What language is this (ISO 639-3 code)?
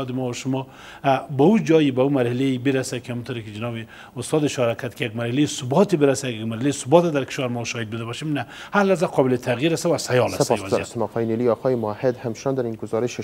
fas